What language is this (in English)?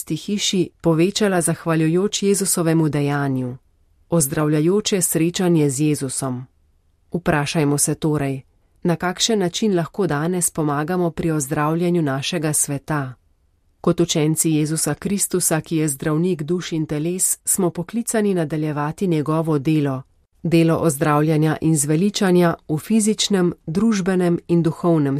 Slovenian